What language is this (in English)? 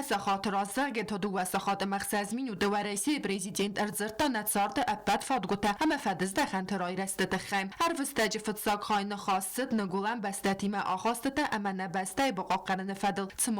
Ossetic